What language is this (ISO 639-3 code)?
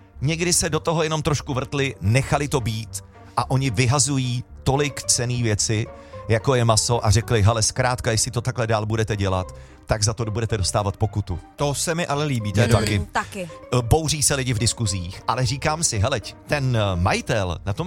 ces